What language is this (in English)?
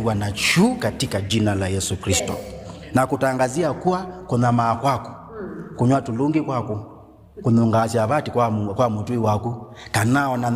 Kamba